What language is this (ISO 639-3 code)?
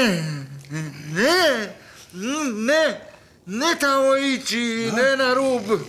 hrv